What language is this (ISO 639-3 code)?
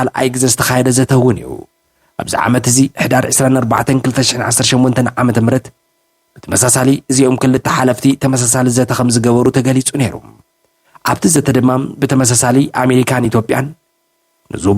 tir